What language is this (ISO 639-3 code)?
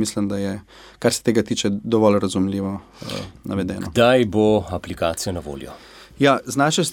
slv